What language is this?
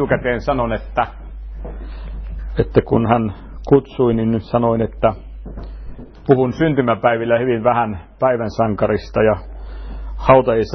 Finnish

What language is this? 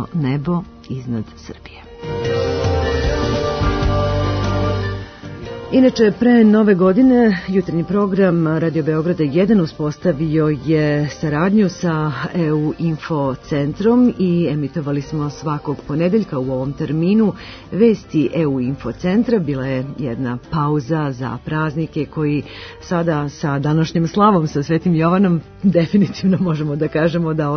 Serbian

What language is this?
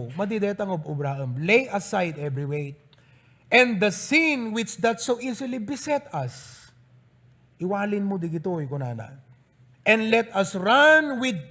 Iloko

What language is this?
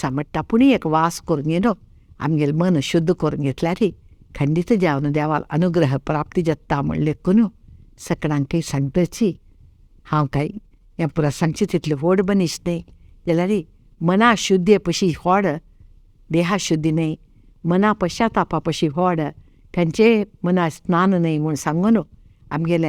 Konkani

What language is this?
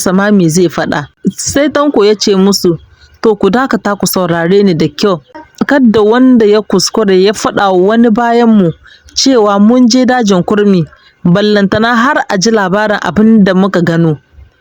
Hausa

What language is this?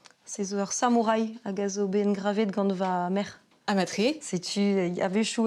Breton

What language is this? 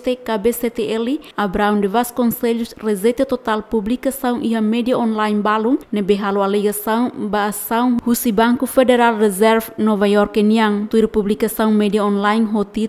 Tetum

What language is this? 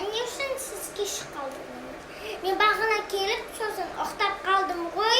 Kazakh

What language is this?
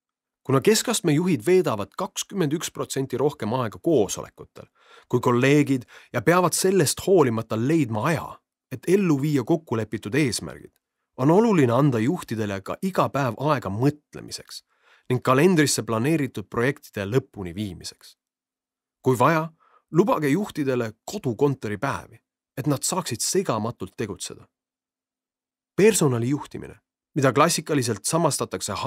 Estonian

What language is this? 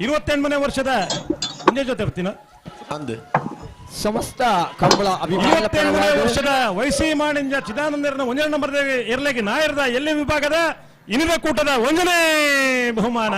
Tulu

